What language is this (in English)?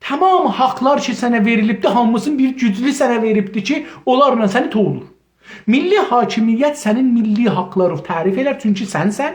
South Azerbaijani